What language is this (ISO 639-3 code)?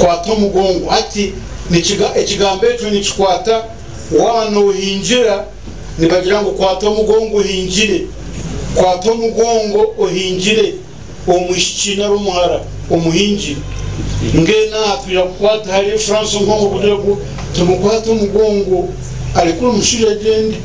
nyn